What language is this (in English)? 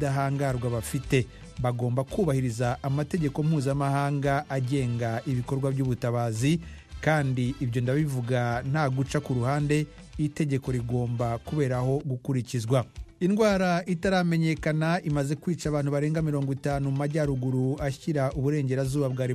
Kinyarwanda